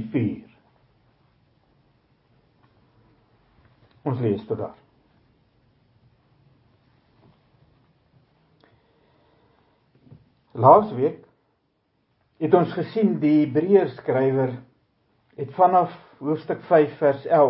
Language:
Afrikaans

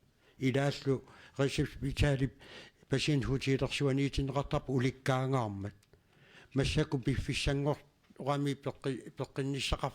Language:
Kalaallisut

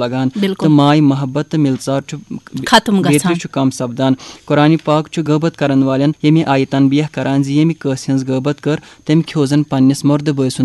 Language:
Kashmiri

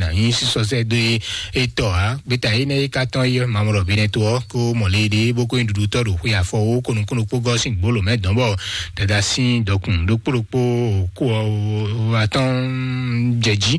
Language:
Fon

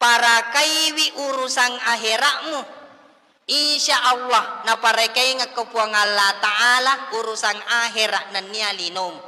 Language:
Buginese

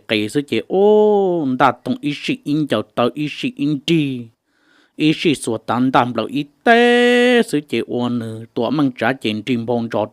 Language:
Hmong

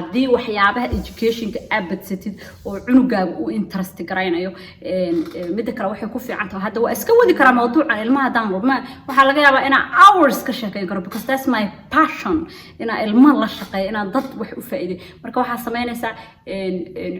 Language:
Somali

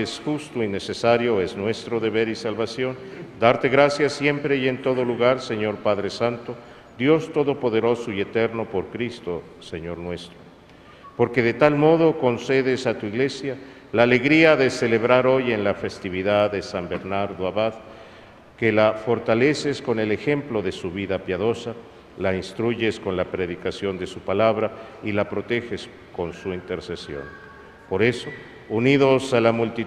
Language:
Spanish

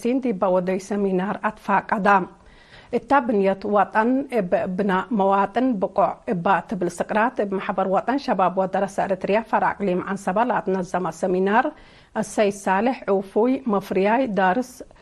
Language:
Tigre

